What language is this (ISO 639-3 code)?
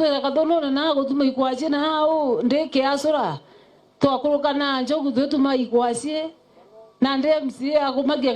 mer